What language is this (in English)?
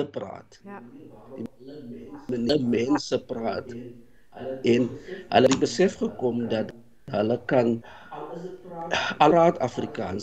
Afrikaans